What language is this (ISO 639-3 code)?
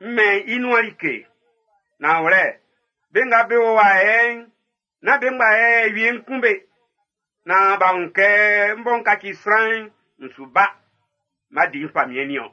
bci